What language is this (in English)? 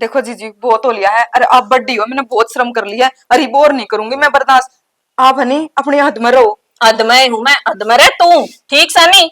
Haryanvi